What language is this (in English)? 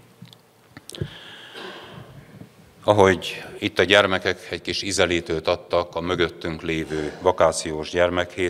Hungarian